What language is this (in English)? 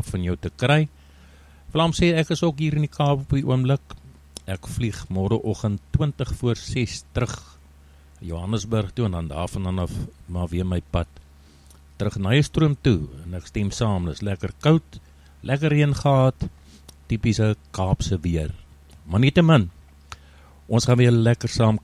Afrikaans